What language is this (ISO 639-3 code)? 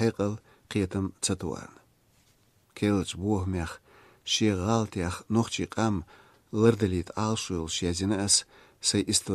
che